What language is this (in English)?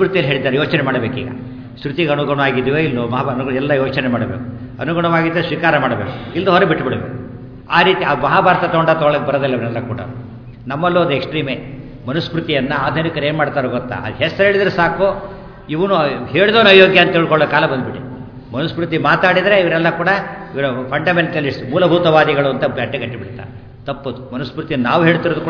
Kannada